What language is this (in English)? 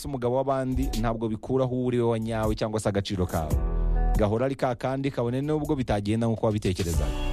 Kinyarwanda